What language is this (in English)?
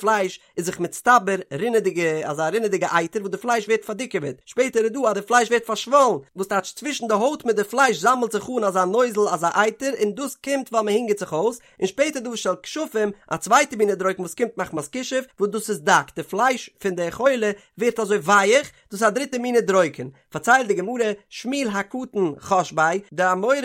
Yiddish